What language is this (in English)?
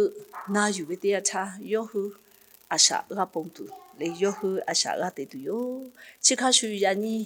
Lahu